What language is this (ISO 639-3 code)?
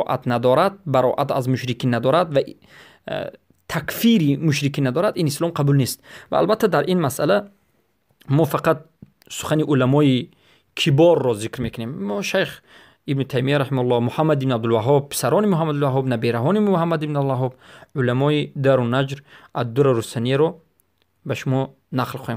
fas